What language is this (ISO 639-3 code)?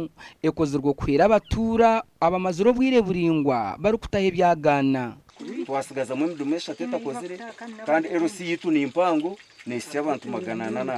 nyn